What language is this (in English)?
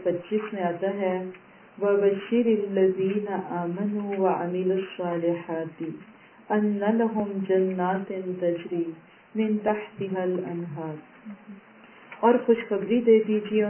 Urdu